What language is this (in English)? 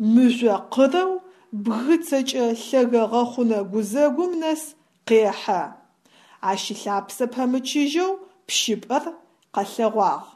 Adyghe